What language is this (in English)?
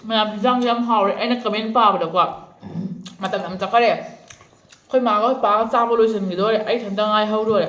Manipuri